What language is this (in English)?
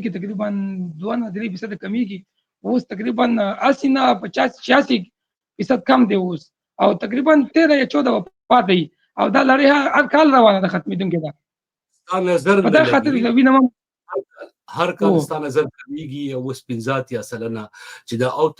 Pashto